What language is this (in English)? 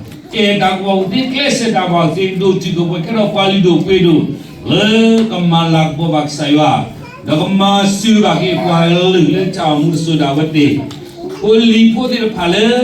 S'gaw Karen